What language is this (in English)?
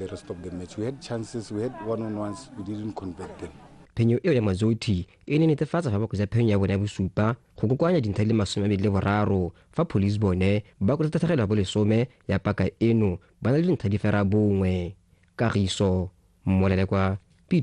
Tswana